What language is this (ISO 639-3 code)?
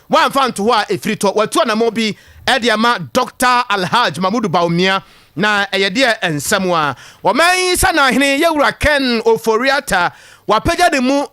aka